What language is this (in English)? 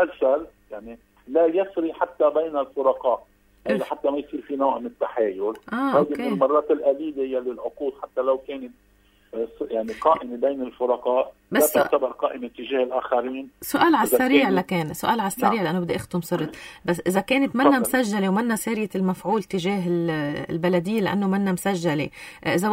North Levantine Arabic